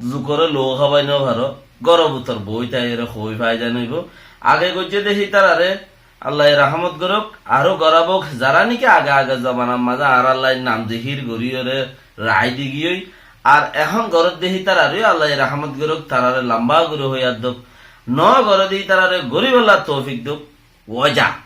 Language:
Rohingya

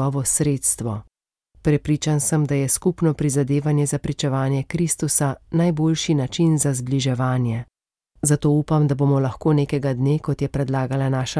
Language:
Slovenian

